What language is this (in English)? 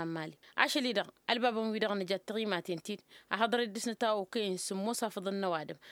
Tamasheq